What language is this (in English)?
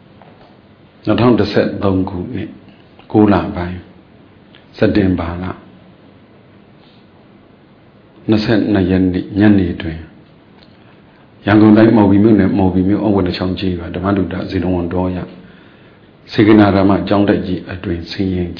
Burmese